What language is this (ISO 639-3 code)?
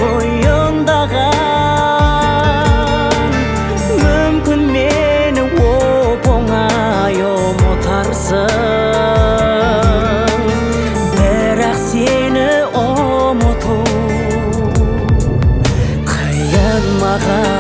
kaz